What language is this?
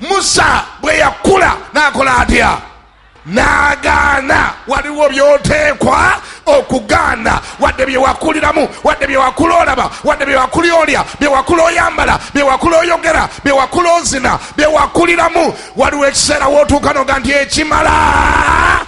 Ganda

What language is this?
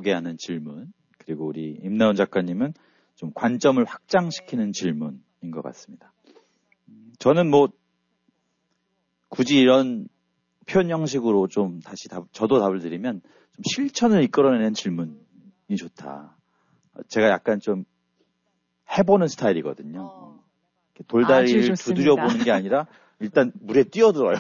Korean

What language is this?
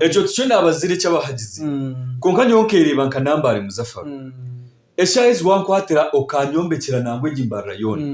Nyankole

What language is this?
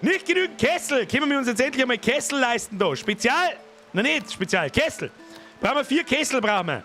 Bavarian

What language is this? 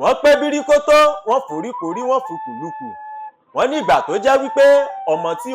Yoruba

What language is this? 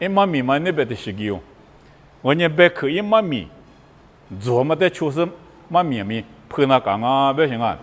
Lisu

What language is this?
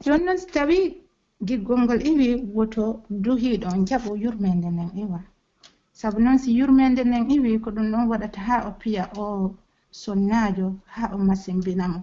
Pular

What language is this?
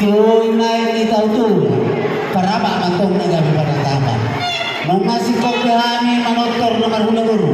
Batak Toba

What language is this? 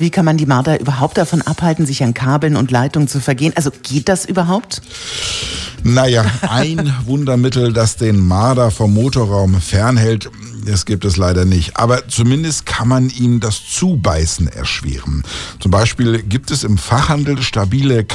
German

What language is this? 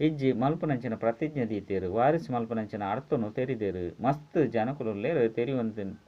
Tulu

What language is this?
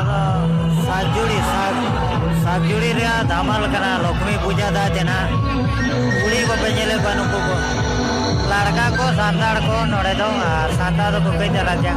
Santali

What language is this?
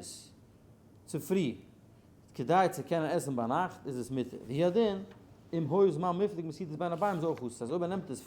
Yiddish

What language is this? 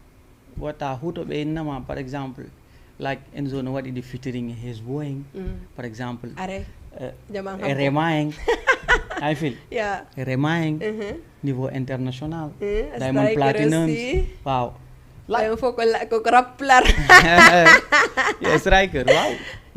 Fula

